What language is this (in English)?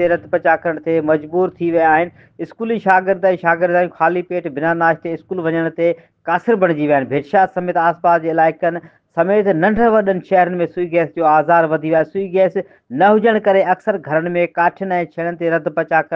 Sindhi